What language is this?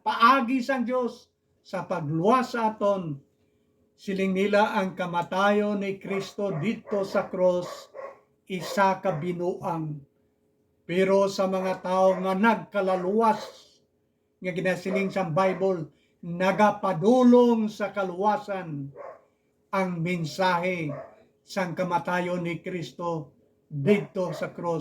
Hiligaynon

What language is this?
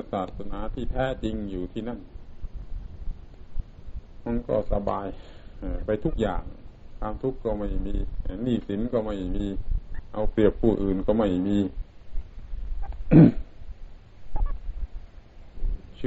Thai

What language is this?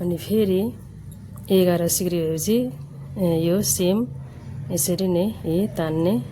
Nepali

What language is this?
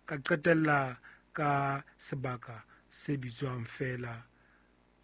Southern Sotho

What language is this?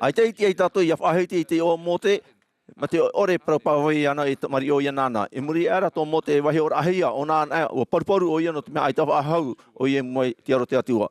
Tahitian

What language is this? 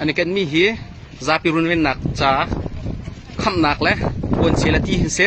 Hakha Chin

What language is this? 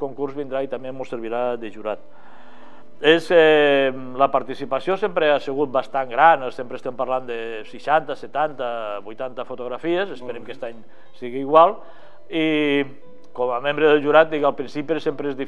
Catalan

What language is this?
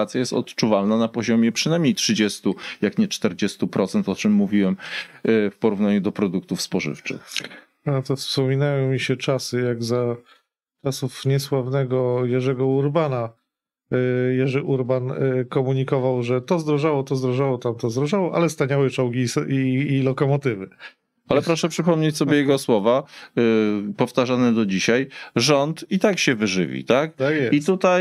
Polish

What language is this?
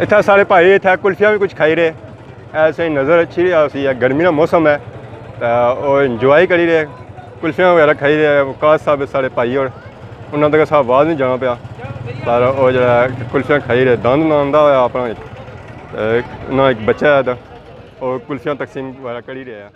Pahari-Potwari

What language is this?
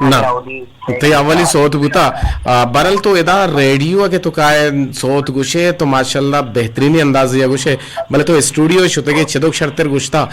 Eastern Balochi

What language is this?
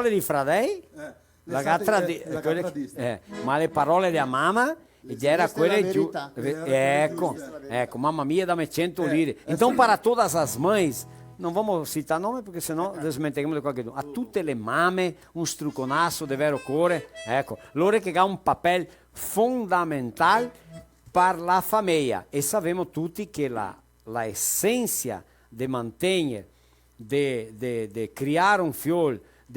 Venetian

